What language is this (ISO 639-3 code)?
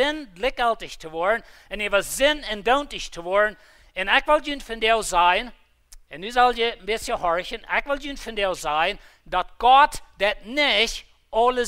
pdt